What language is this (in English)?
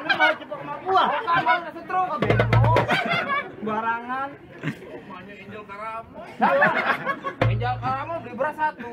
Betawi